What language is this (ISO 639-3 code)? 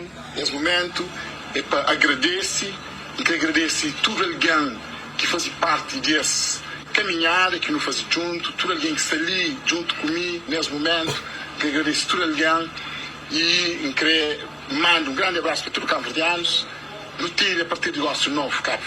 kea